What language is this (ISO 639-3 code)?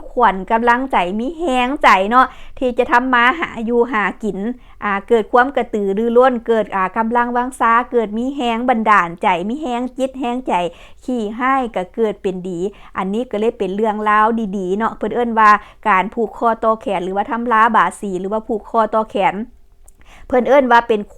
lao